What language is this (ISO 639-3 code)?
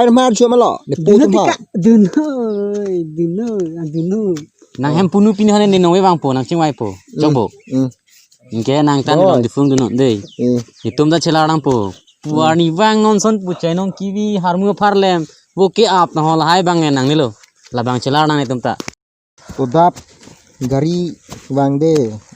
mjw